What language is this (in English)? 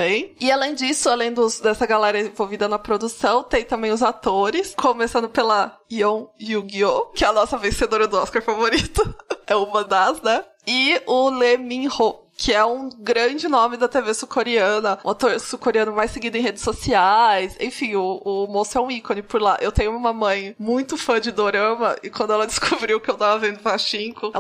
Portuguese